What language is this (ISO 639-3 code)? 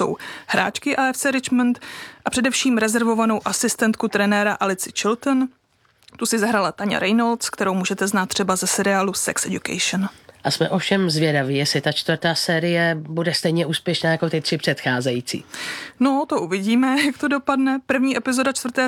ces